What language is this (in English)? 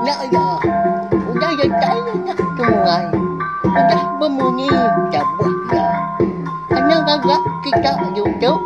Iban